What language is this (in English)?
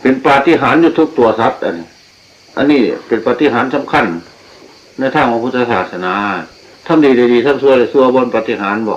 Northeastern Thai